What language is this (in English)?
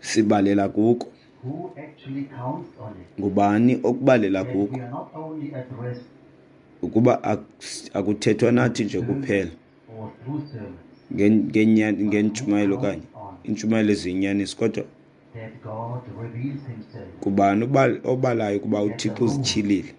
Xhosa